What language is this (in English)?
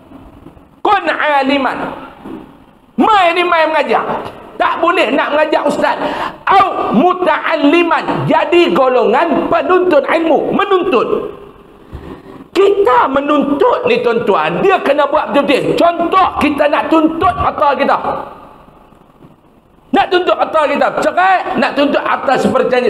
Malay